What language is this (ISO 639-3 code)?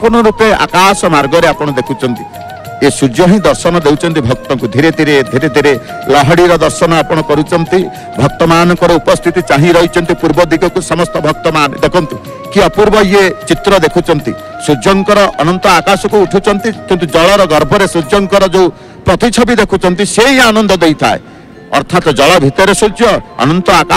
ori